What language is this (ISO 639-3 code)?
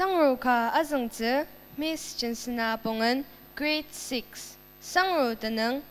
njo